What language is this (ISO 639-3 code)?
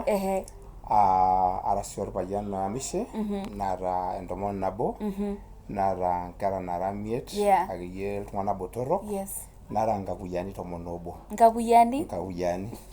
mas